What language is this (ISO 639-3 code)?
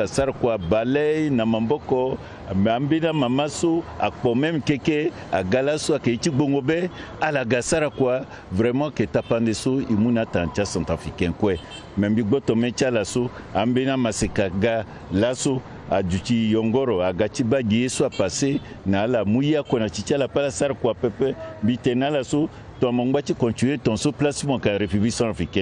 sag